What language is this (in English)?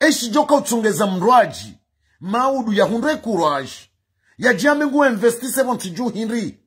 Ngazidja Comorian